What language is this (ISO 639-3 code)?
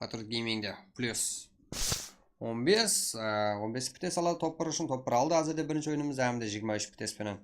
kaa